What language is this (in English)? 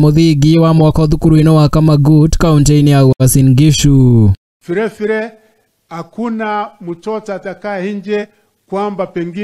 Kikuyu